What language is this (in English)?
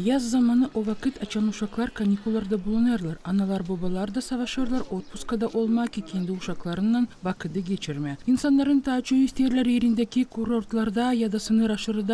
Gagauz